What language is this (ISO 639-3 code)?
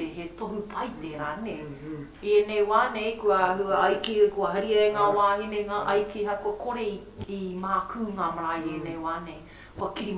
mri